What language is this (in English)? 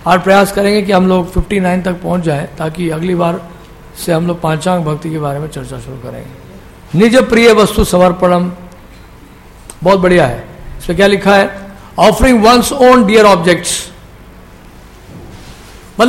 Hindi